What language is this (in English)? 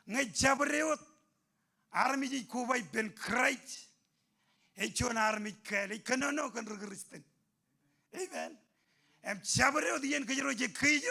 Marshallese